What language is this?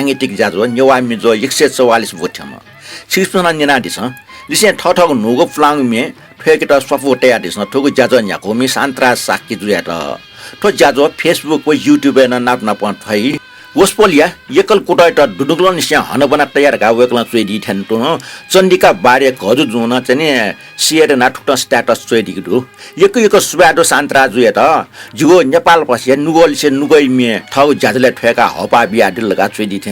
Newari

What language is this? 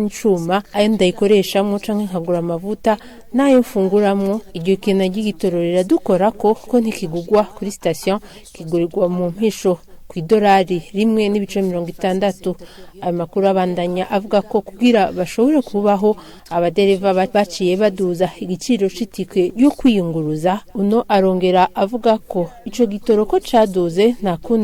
Rundi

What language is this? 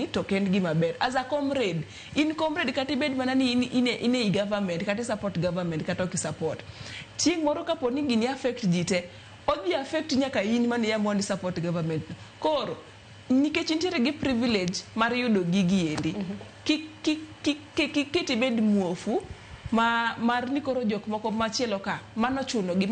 Luo (Kenya and Tanzania)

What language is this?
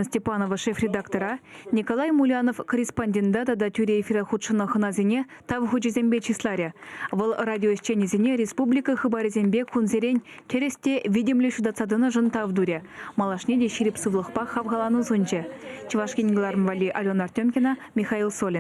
Chuvash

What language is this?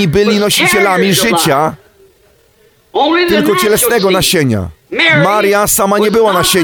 Polish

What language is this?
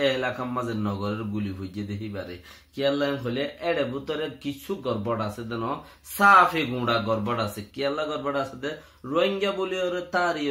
Rohingya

